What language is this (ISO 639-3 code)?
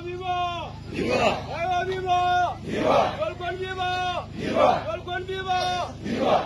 nus